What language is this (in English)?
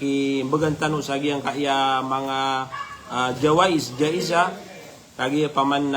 Maranao